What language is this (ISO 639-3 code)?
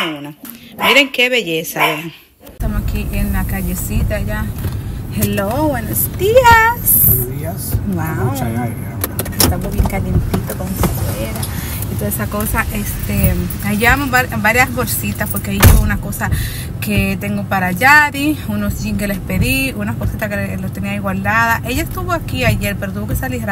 spa